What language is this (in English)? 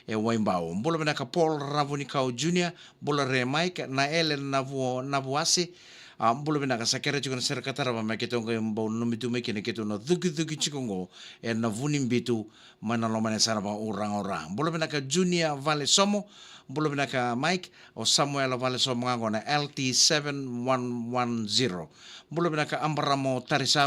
Fijian